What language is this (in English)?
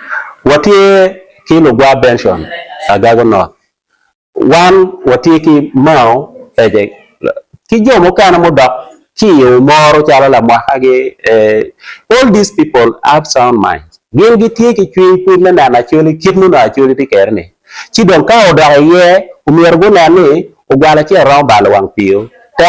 Acoli